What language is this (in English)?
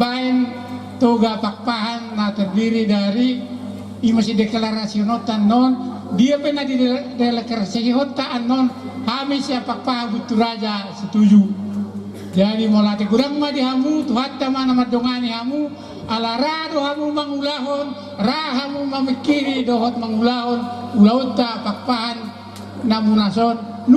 Batak Toba